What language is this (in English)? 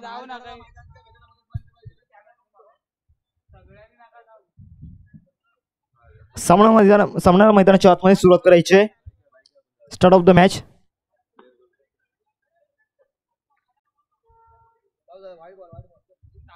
Marathi